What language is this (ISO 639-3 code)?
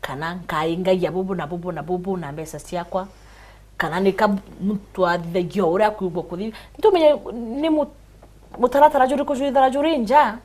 mer